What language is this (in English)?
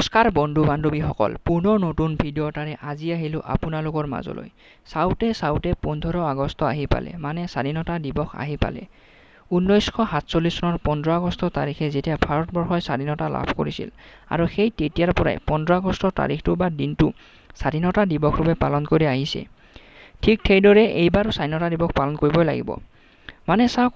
Assamese